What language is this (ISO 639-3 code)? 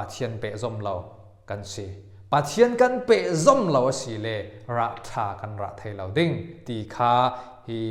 cfm